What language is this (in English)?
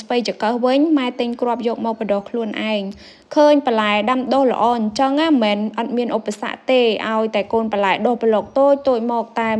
Khmer